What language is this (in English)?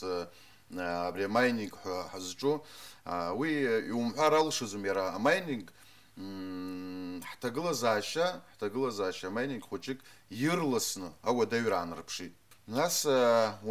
Abkhazian